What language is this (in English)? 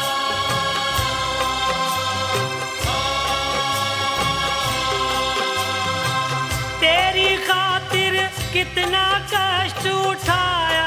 Hindi